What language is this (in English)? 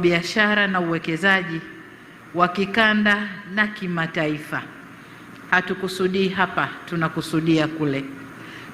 Swahili